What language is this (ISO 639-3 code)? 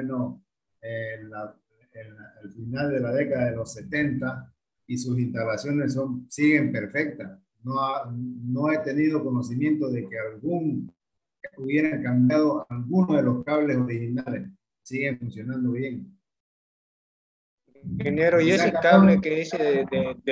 spa